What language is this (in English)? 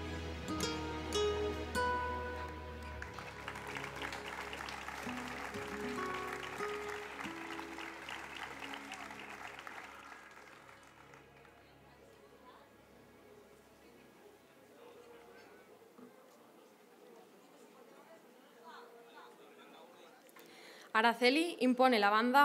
Spanish